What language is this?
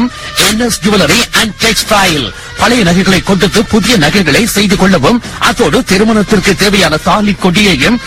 Tamil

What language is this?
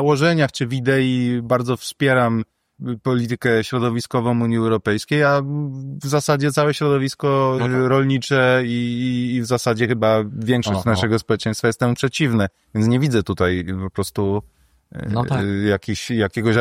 Polish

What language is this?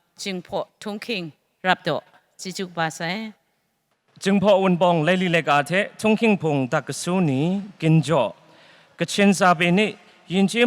Kachin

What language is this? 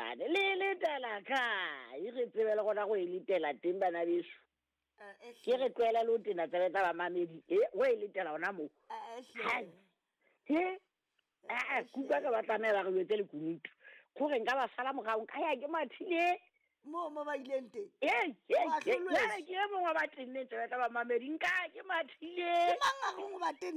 Southern Sotho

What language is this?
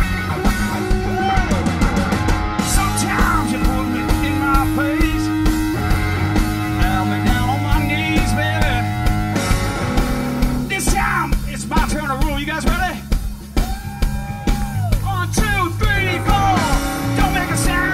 English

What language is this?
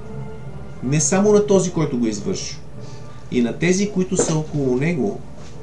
Bulgarian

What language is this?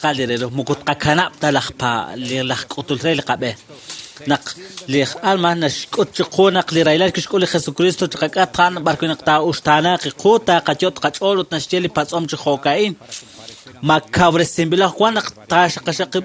Kekchí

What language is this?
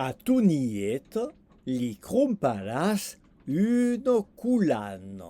Occitan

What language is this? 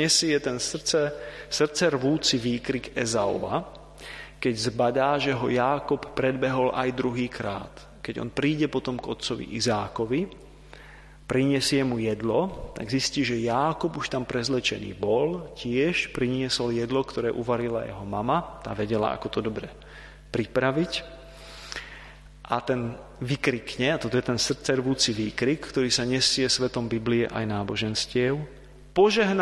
Slovak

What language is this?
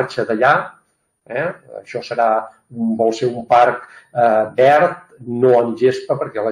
Catalan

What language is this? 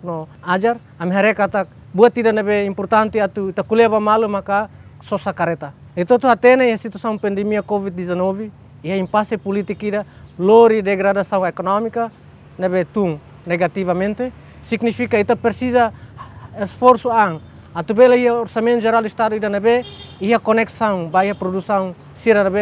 Tetum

